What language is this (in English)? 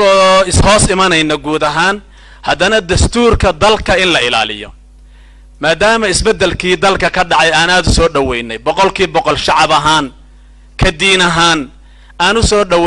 Somali